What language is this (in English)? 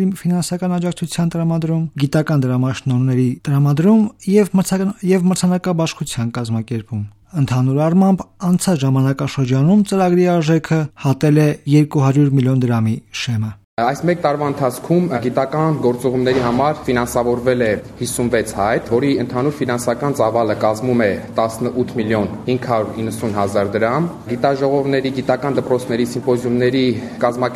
Armenian